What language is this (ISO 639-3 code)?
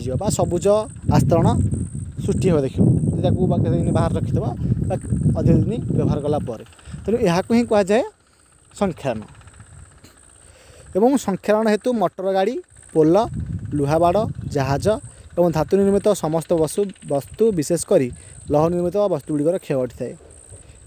ori